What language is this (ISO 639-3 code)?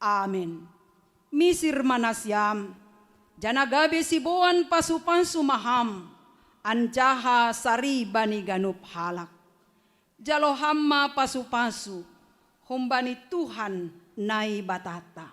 bts